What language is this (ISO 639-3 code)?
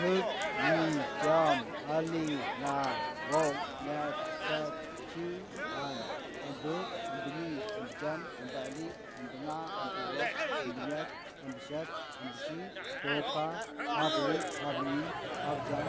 nph